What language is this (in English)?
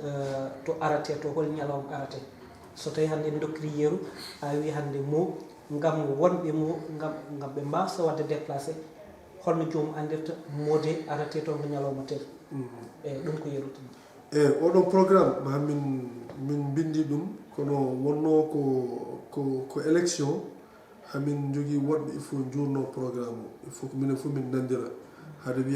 Fula